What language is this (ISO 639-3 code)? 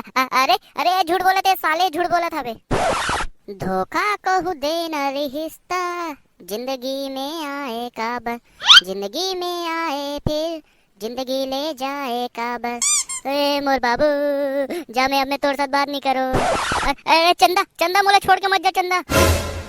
hne